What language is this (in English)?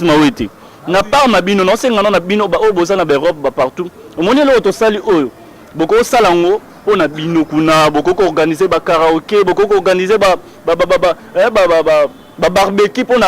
Lingala